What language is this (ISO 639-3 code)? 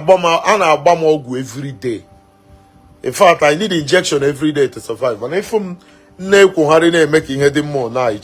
ibo